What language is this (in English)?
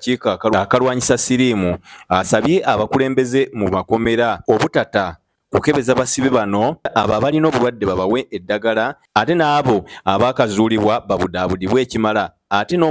Ganda